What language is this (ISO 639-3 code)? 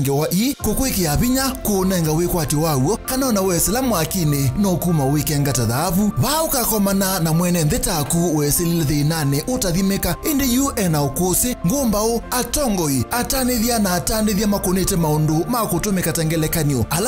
kam